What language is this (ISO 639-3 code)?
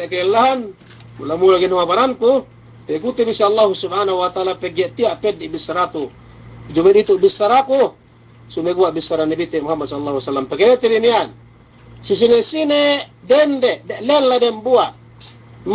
yka